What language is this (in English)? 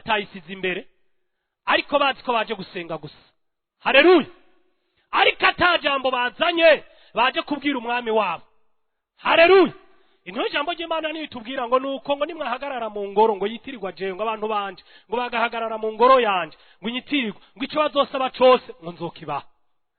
Rundi